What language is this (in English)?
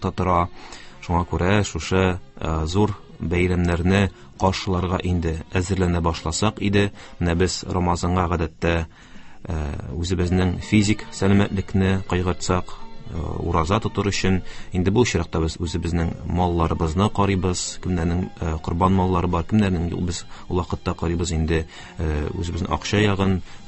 Tatar